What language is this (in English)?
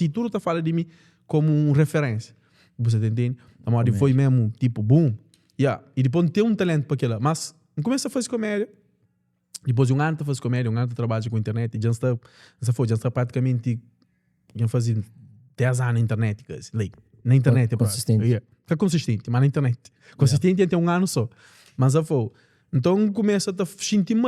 Kabuverdianu